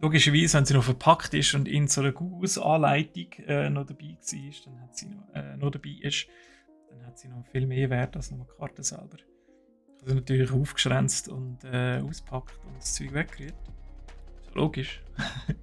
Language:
Swiss German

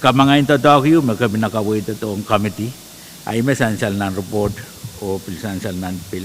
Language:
Pohnpeian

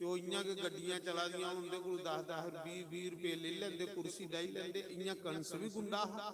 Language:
Dogri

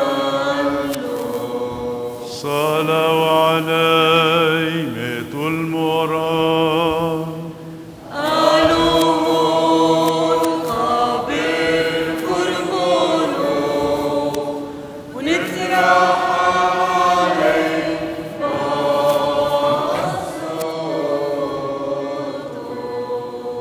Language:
Arabic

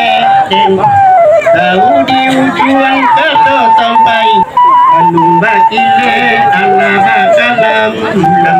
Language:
Minangkabau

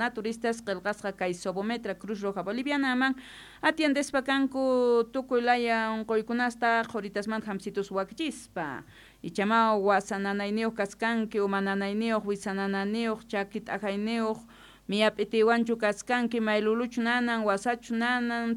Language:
South Bolivian Quechua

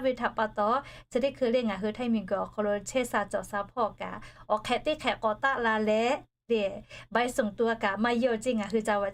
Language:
Lahu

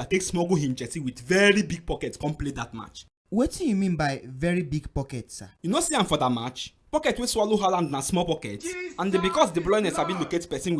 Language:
Nigerian Pidgin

